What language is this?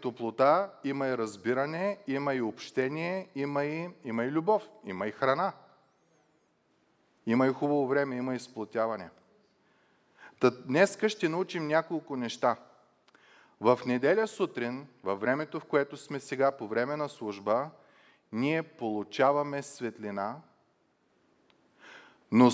Bulgarian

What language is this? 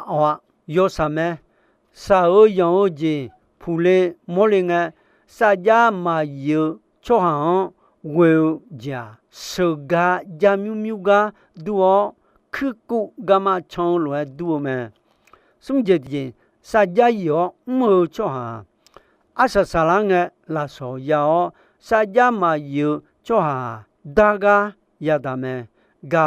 Akha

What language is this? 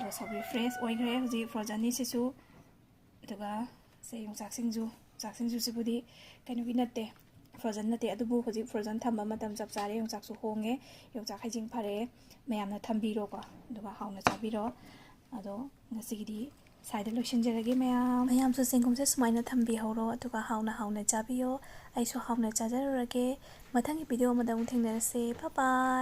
Manipuri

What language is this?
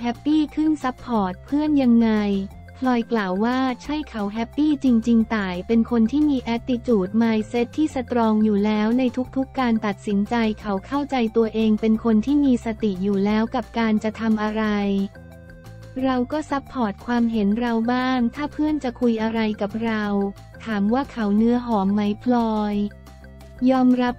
Thai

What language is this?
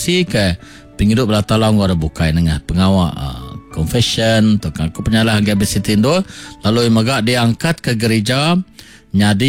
Iban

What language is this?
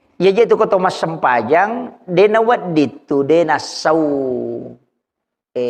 Buginese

